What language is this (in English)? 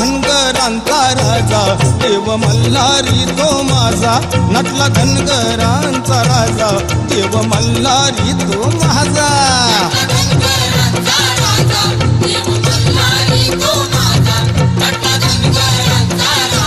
Marathi